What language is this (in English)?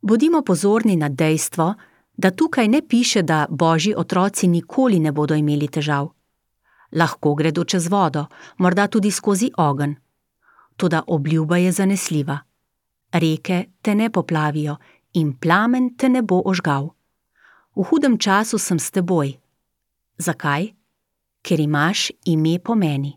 Slovenian